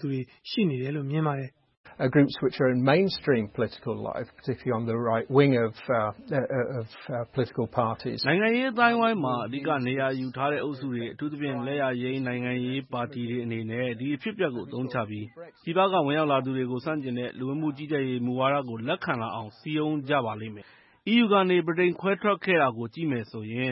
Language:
Burmese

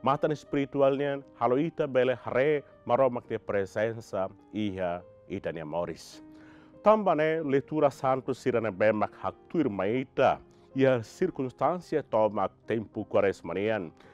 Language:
Tetum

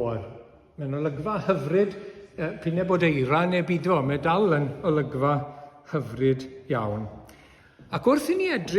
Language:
Welsh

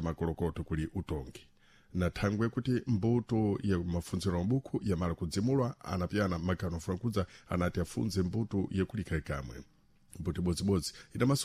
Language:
Sena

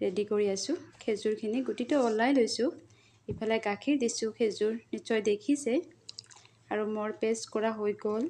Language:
Assamese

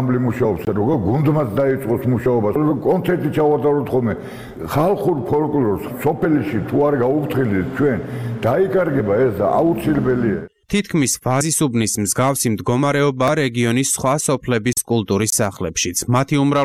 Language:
Georgian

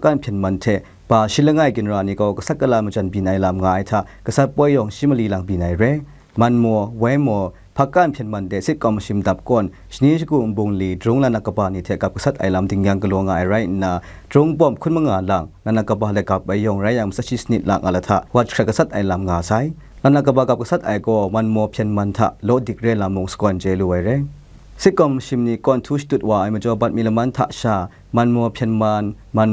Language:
Kachin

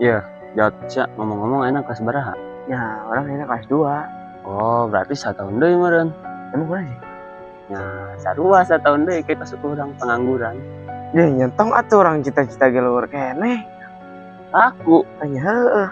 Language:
Sundanese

